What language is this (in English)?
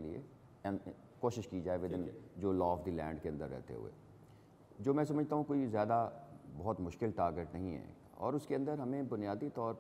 Urdu